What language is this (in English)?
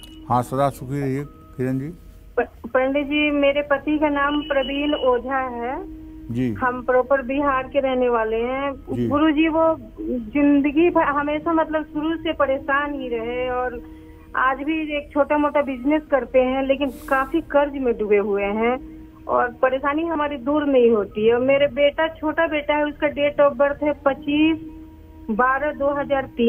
Hindi